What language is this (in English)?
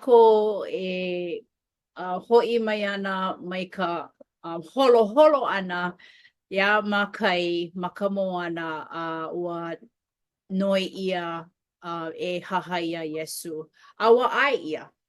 Hawaiian